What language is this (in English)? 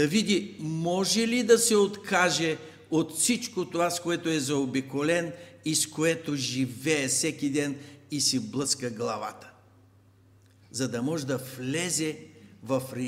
Bulgarian